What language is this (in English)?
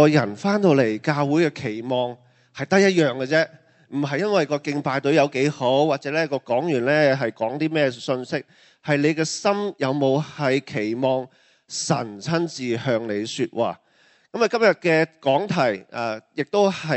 Cantonese